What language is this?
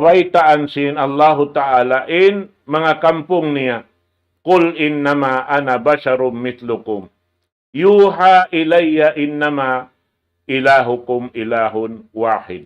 Tausug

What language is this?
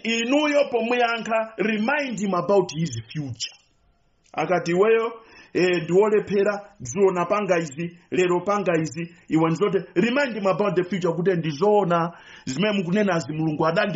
Nyanja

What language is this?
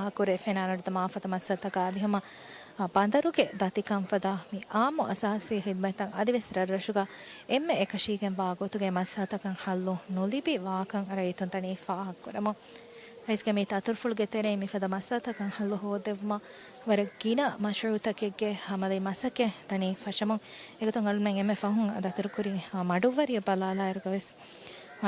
Divehi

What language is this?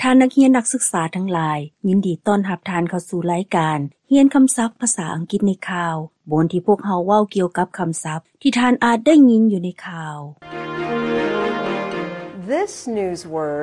Lao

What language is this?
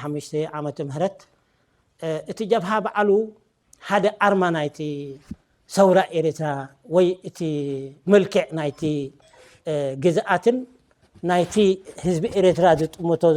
Tigrinya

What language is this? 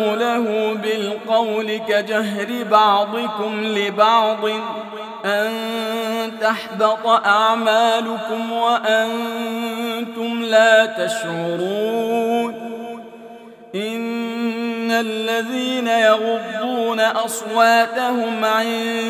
Arabic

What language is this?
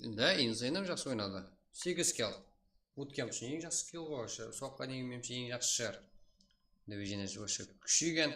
Kara-Kalpak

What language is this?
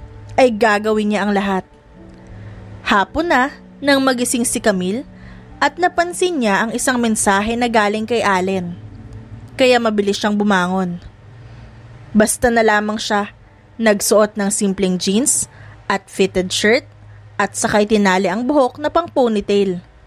Filipino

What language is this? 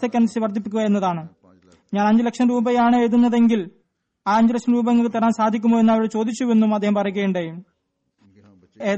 Malayalam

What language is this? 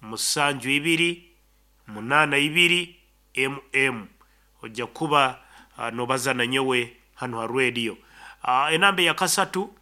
Nyankole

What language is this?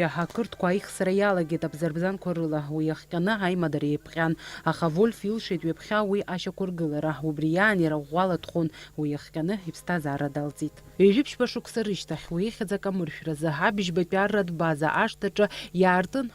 Abkhazian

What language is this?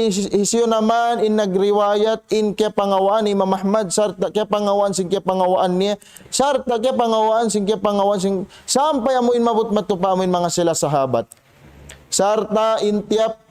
Tausug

